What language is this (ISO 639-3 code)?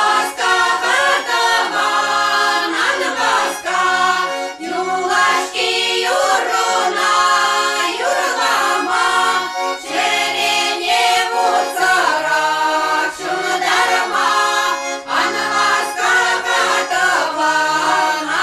chv